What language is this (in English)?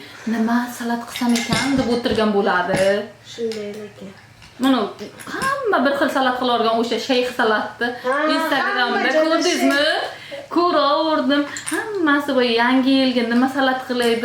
Uzbek